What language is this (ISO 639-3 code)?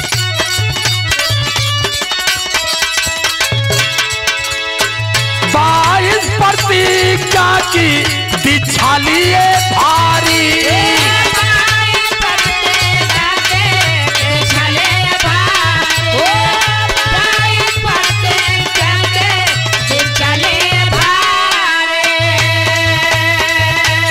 bho